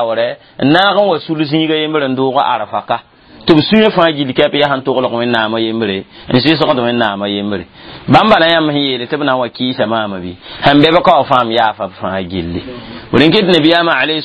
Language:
Mossi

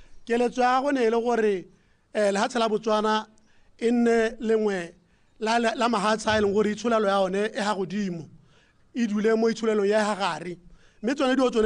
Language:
Tswana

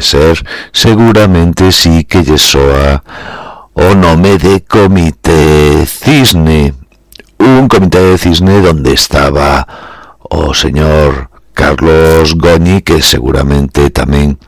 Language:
Galician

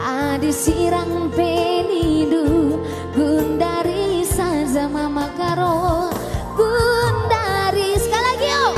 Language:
Batak Karo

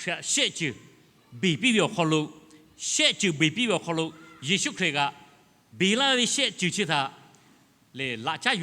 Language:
Lahu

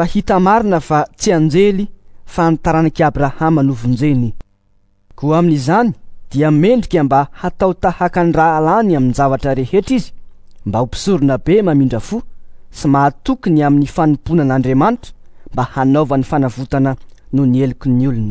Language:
Malagasy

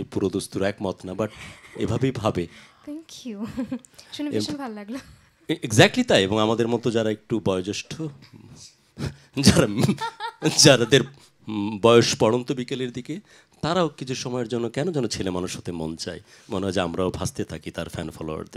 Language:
Bangla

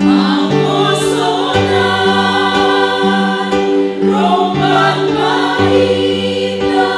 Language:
Batak Simalungun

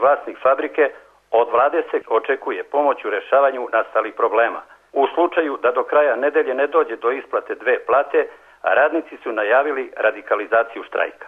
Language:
Serbian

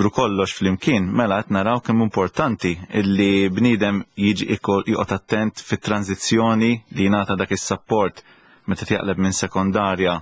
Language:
Maltese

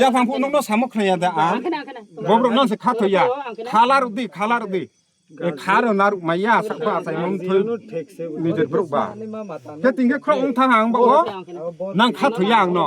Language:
Riang (India)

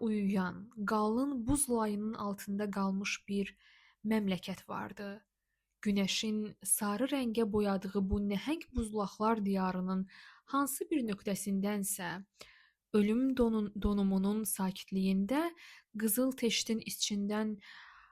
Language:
Azerbaijani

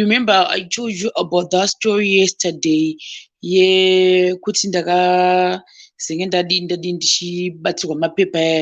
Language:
Shona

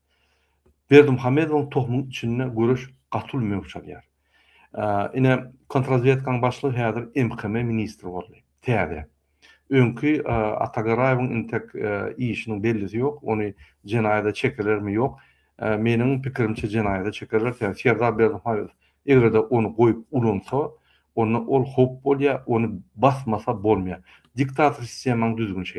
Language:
Turkmen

